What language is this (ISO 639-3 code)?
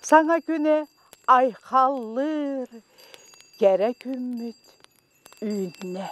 sah